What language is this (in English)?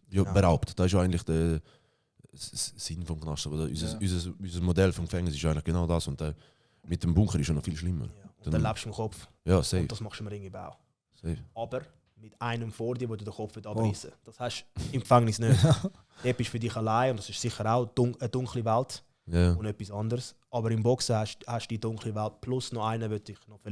Swiss German